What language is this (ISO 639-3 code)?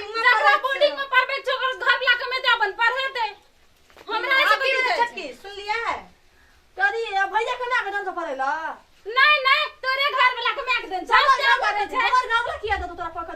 mai